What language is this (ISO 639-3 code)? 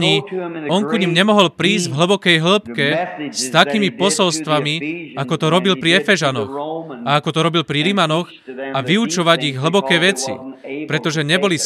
slk